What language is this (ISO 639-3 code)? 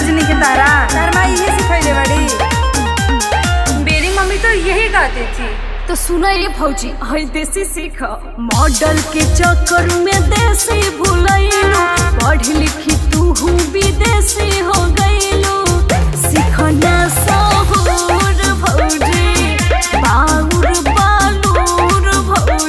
bho